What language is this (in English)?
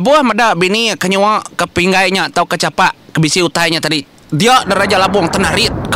Iban